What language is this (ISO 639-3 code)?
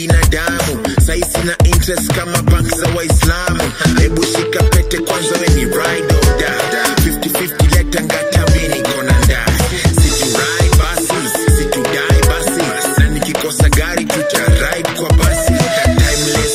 swa